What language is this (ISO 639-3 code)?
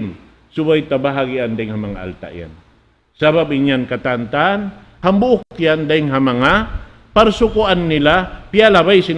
tsg